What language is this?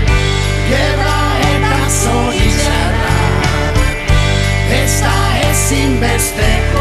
Basque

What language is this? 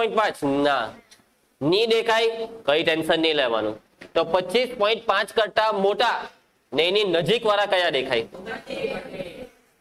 Gujarati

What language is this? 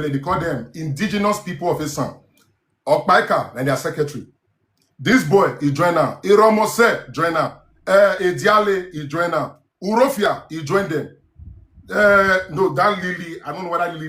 Nigerian Pidgin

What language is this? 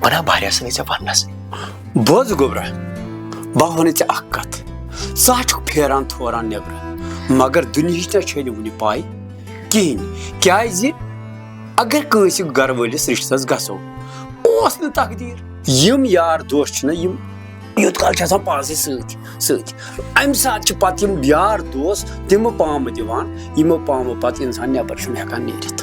Kashmiri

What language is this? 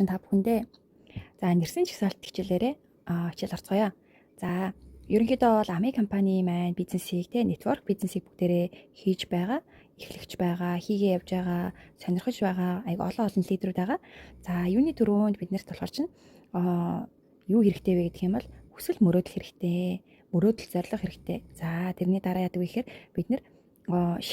Mongolian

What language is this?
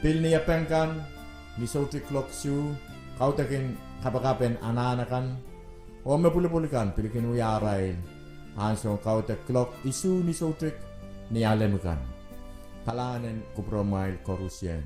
Pohnpeian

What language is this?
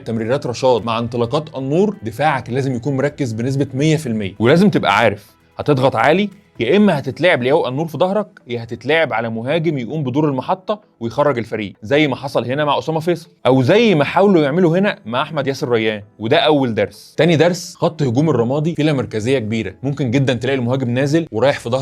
Egyptian Arabic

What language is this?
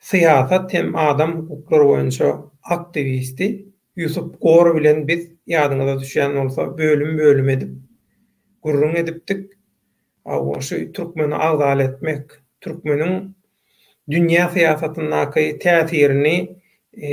Turkmen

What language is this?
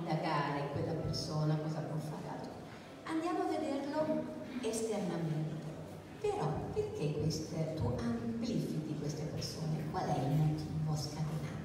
Italian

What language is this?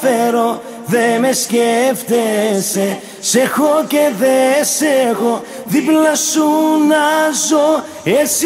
Greek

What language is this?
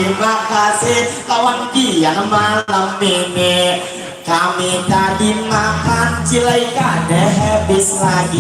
Banjar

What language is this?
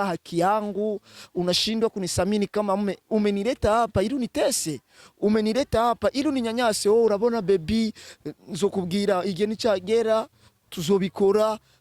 Rundi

